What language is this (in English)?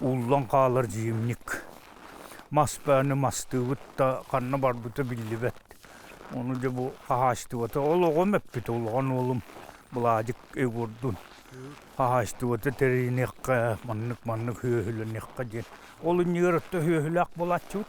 Yakut